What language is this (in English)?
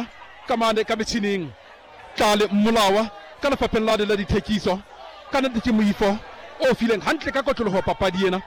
Southern Sotho